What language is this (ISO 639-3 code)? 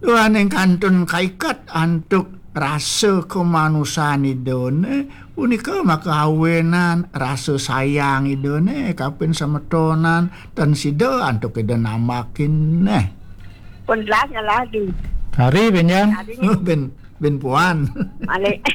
ban